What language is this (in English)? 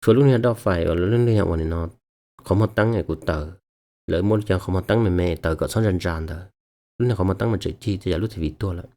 Hmong